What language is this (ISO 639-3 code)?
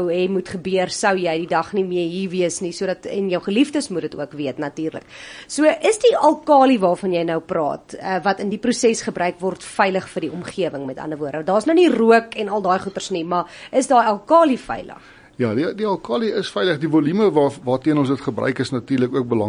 afr